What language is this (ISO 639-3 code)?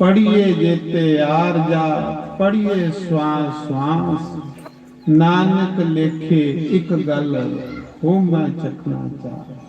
doi